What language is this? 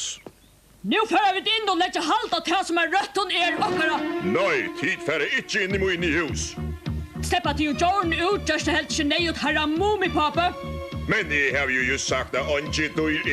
Faroese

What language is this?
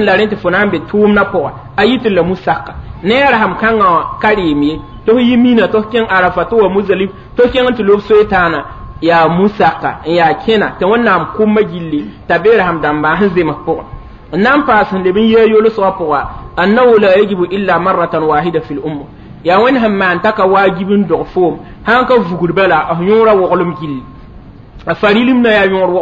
Mossi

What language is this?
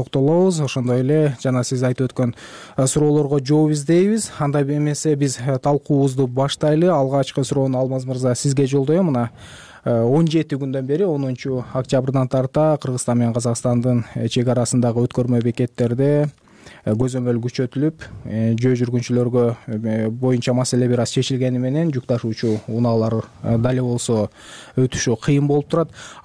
Kyrgyz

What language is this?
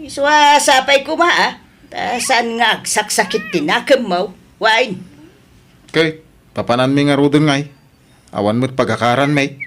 Iloko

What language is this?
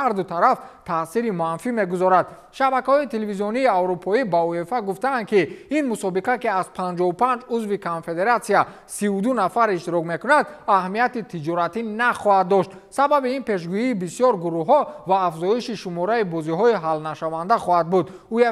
Tajik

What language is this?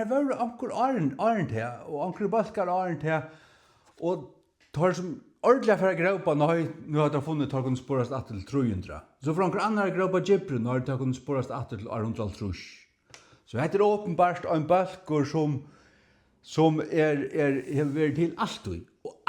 Faroese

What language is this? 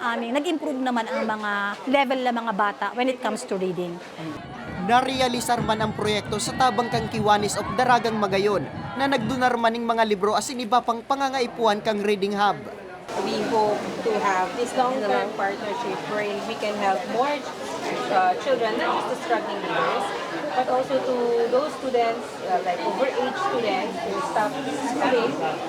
Bikol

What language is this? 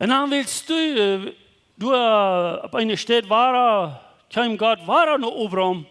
Plautdietsch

